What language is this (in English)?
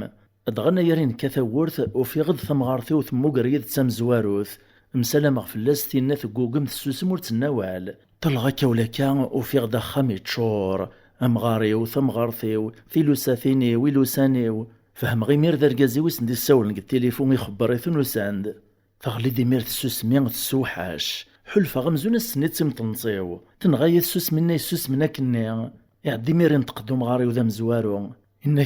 Kabyle